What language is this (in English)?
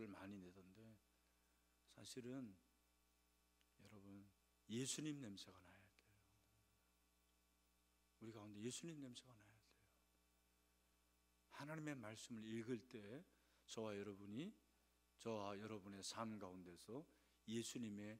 Korean